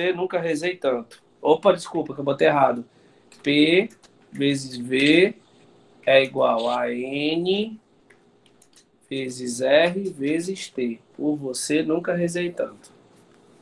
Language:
Portuguese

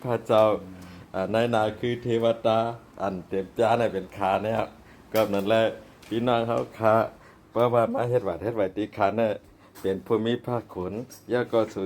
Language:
Shan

